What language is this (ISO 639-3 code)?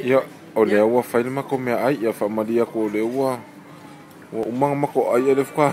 smo